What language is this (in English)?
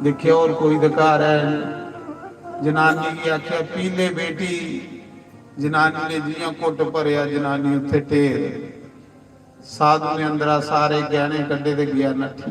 Dogri